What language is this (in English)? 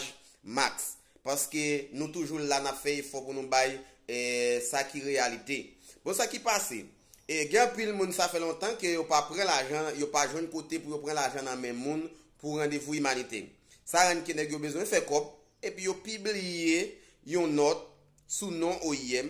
Haitian Creole